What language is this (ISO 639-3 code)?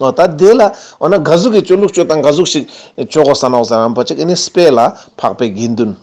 lbj